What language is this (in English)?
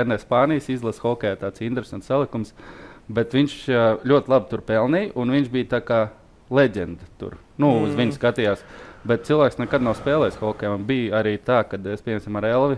Latvian